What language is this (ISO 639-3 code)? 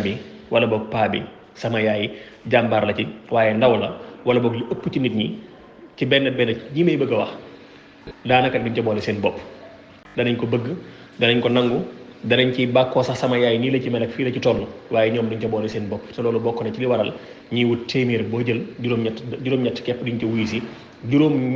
wol